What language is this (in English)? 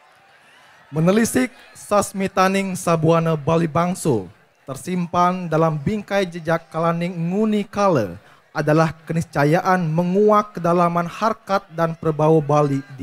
Indonesian